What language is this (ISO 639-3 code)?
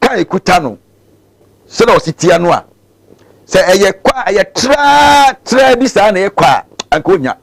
aka